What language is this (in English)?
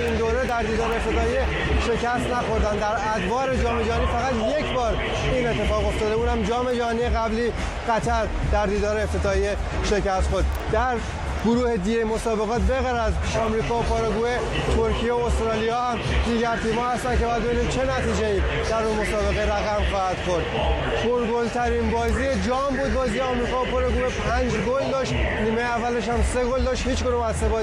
Persian